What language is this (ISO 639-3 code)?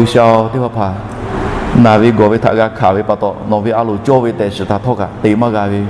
lhu